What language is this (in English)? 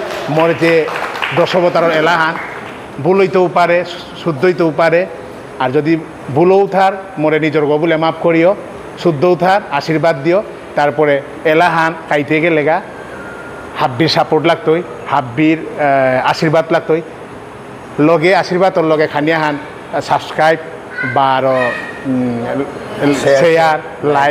Bishnupriya